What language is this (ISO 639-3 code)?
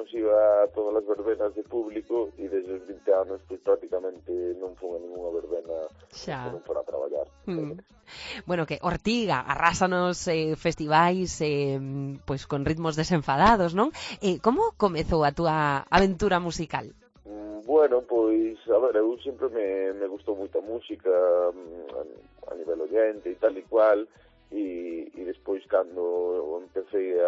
glg